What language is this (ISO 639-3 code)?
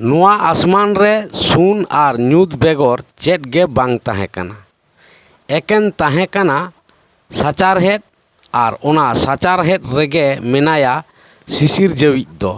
sat